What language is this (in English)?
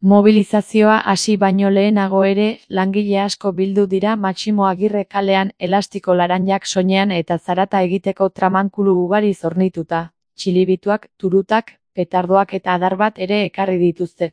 Basque